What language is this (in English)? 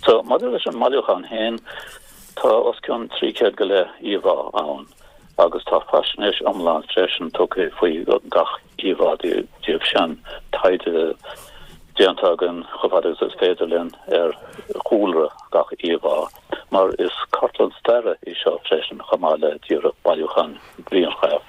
Irish